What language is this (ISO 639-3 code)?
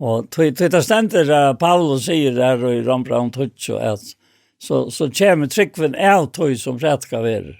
fao